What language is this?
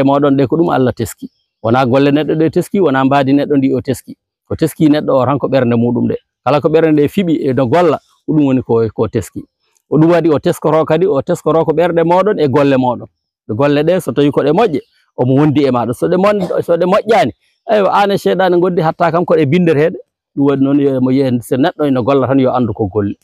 Fula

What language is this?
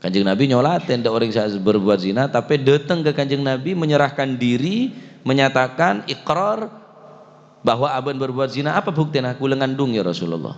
Madurese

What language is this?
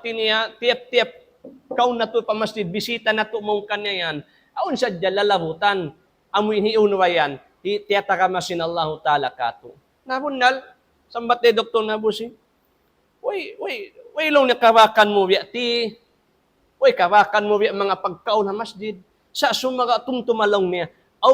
Tausug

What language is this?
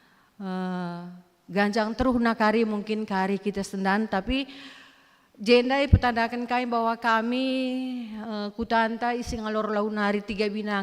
Batak Karo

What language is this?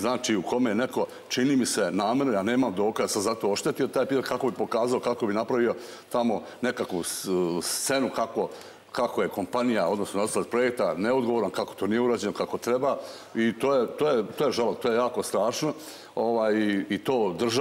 Serbian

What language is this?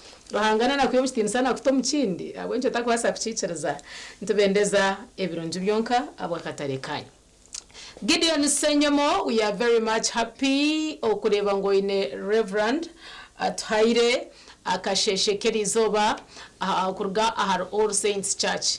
Nyankole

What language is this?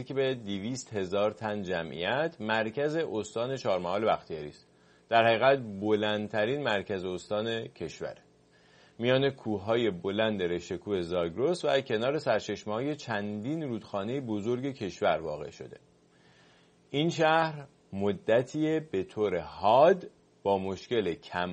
Persian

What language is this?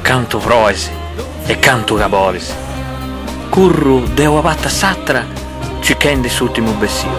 Sardinian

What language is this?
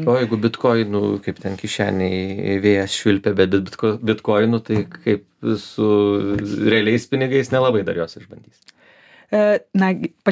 Lithuanian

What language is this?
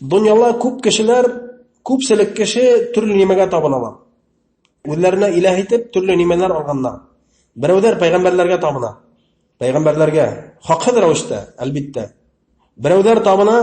Bashkir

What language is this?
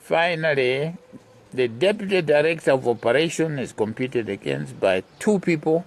Nyanja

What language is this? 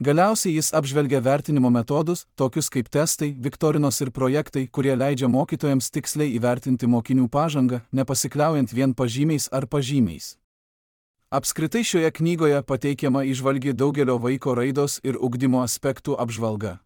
Lithuanian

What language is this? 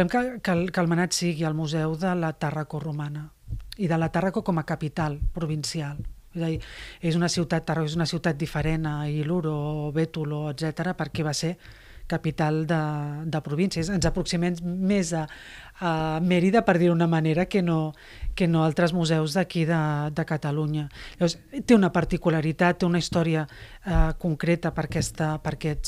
Catalan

